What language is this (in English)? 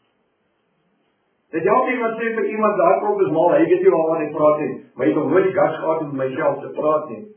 Afrikaans